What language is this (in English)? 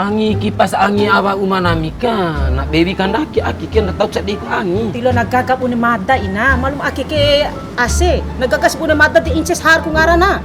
Bima